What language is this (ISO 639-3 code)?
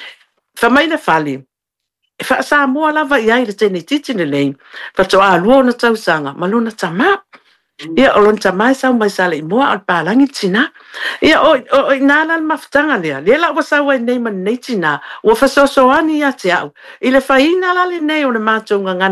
smo